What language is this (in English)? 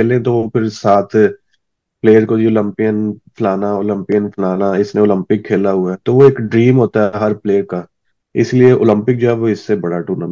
Hindi